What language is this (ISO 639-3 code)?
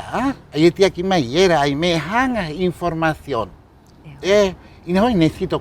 rap